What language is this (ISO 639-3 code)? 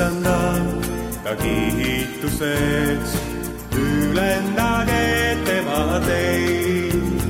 est